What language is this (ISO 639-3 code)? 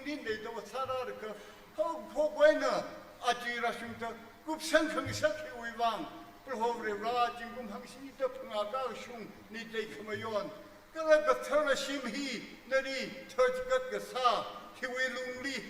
nmf